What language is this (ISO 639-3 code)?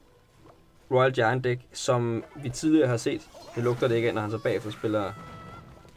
dan